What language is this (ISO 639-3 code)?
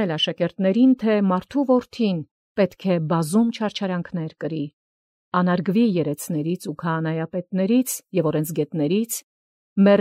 hye